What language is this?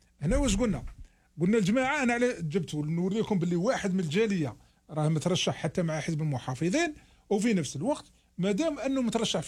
Algerian Arabic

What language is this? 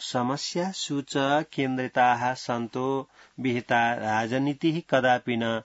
Sanskrit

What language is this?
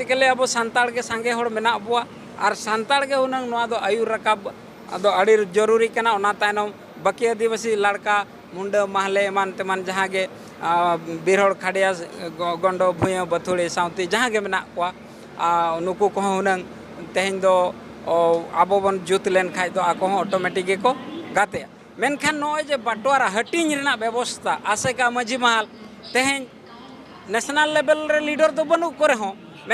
Santali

